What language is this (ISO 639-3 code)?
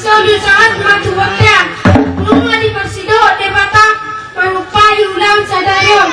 bbc